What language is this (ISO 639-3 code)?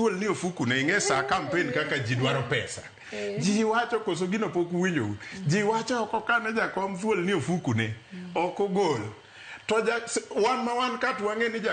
luo